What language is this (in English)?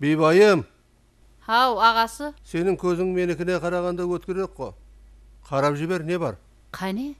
Kara-Kalpak